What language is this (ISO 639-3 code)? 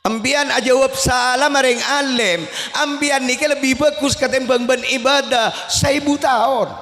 mad